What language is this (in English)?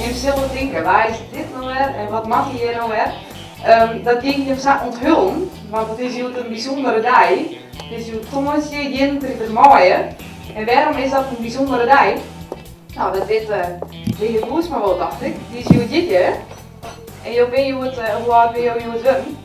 Western Frisian